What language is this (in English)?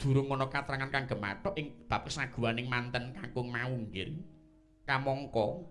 Javanese